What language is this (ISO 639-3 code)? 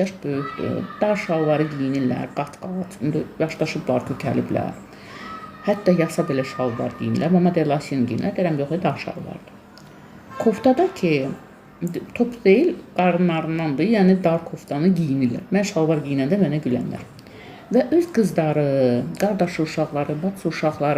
aze